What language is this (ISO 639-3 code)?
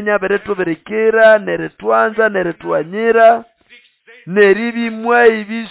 nnb